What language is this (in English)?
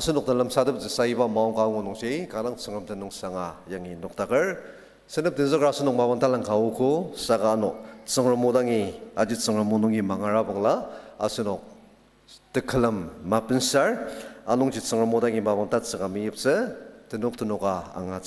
Ao Naga